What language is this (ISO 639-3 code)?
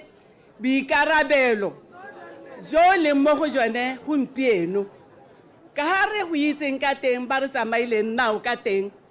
tsn